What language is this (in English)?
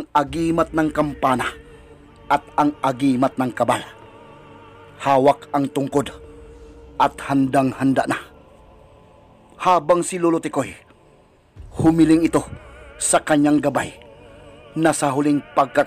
Filipino